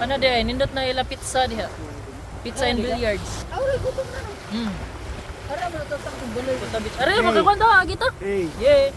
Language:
Cebuano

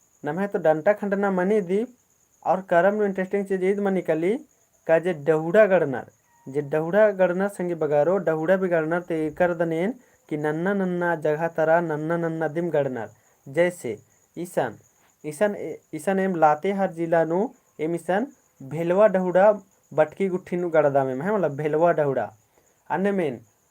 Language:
Kurukh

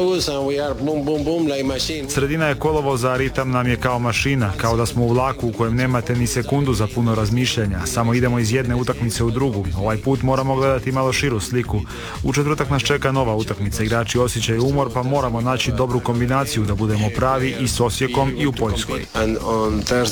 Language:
Croatian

